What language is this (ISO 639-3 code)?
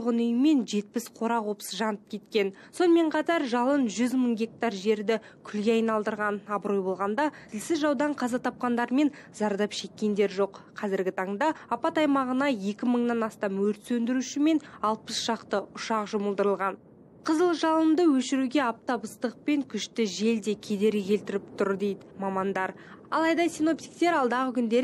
kaz